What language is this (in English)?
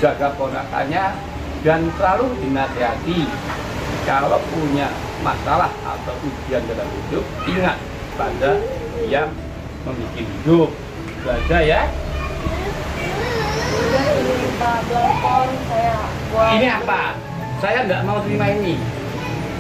Indonesian